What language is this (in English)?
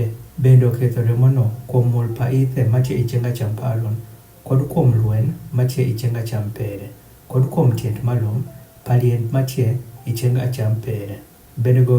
Adhola